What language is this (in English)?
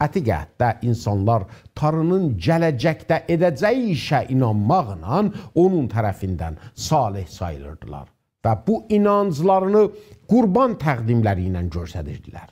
South Azerbaijani